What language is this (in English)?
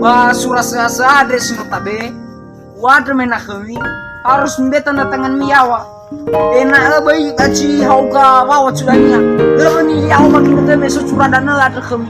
Nias